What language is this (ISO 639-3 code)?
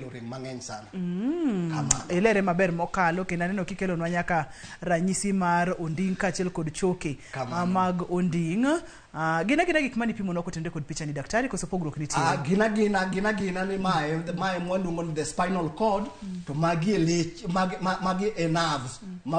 luo